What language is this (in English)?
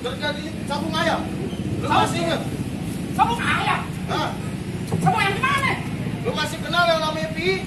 Betawi